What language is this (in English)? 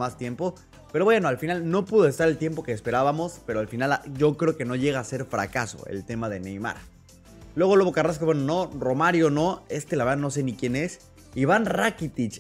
Spanish